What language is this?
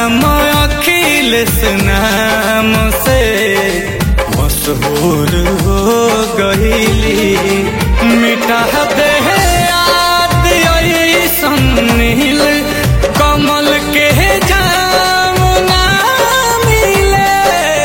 Bhojpuri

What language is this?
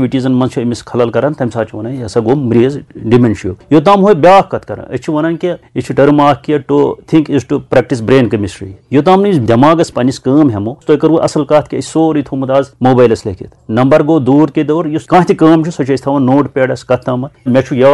Kashmiri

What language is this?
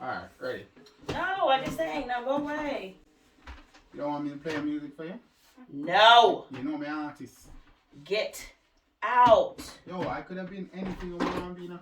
Jamaican Creole English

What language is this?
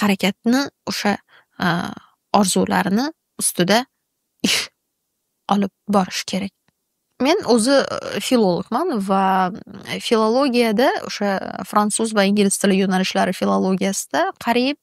Uzbek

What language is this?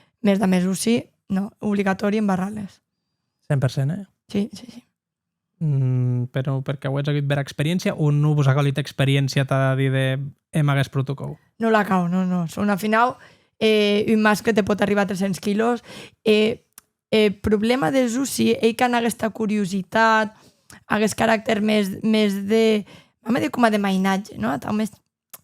Occitan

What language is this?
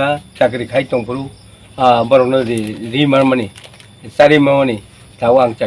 Kok Borok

